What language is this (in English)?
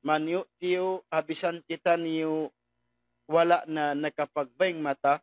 Tausug